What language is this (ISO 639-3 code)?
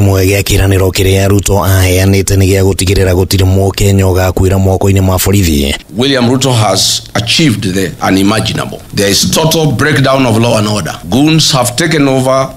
kik